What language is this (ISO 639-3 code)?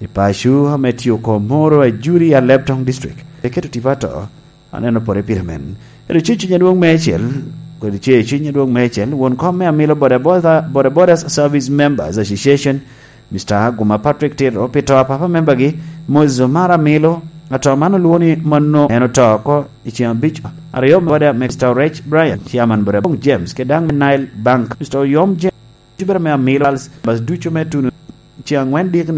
laj